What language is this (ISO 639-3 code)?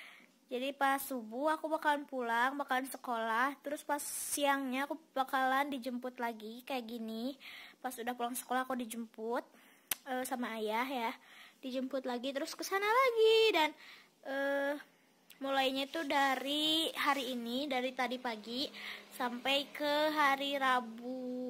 ind